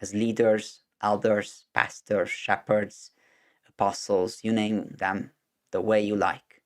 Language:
English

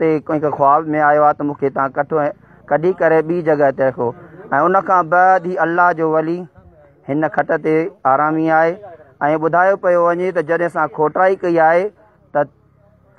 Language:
Sindhi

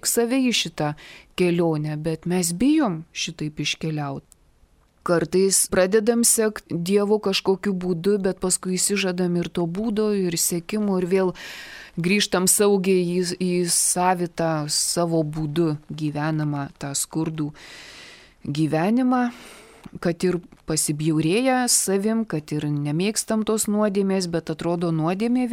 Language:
Lithuanian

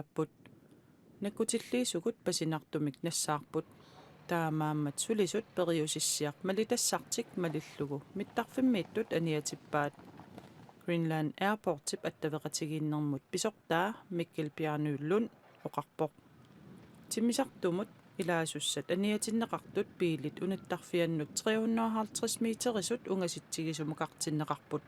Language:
Kalaallisut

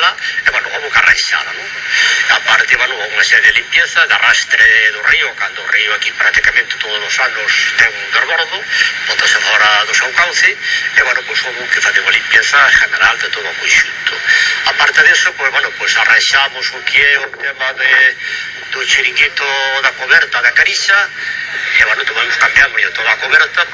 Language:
Galician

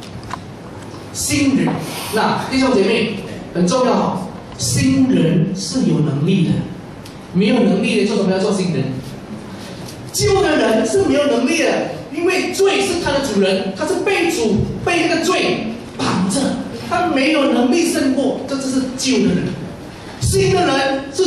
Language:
Chinese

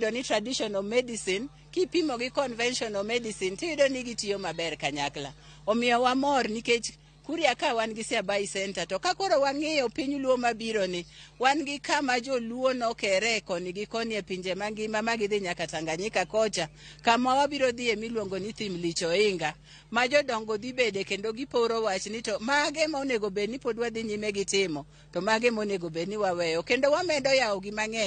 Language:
Luo (Kenya and Tanzania)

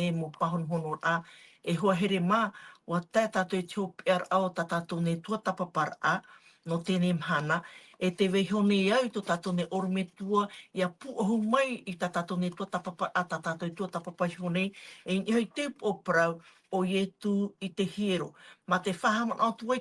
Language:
Tahitian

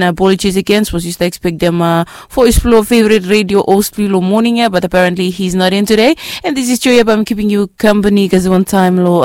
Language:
Bislama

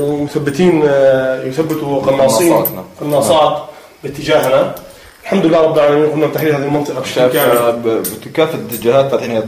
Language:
Arabic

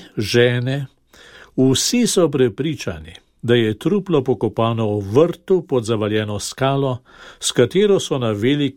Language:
Slovenian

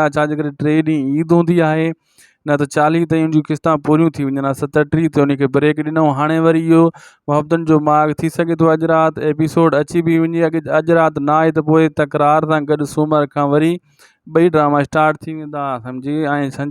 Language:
Sindhi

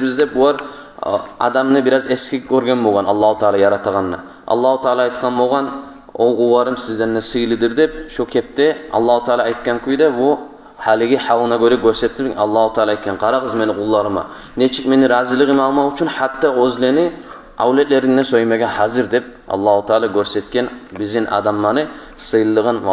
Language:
Kumyk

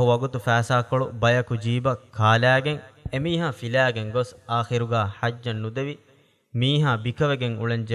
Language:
Divehi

